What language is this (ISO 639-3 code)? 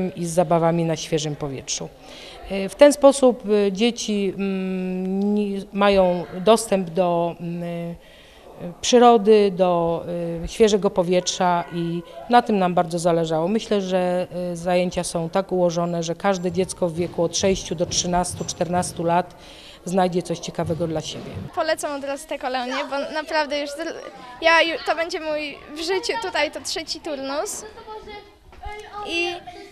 pol